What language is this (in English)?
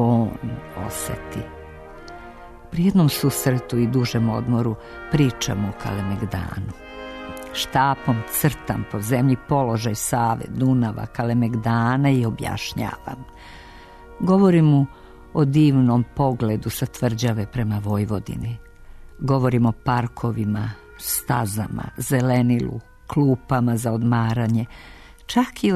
Serbian